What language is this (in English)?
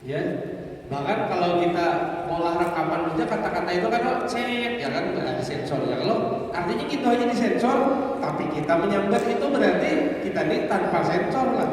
Banjar